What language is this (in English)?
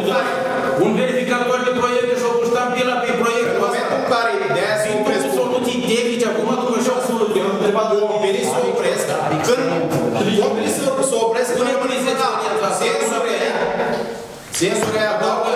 Romanian